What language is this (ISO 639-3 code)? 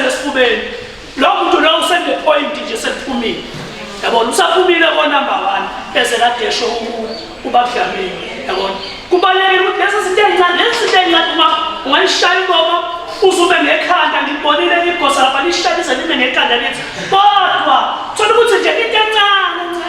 zul